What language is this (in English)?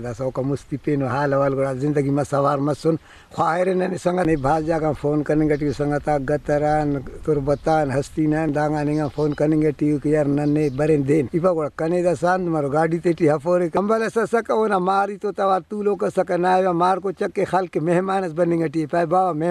Brahui